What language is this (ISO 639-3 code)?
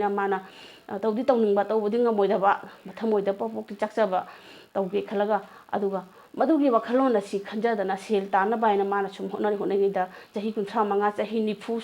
mni